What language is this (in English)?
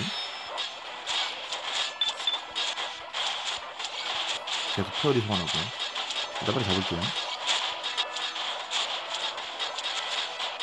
Korean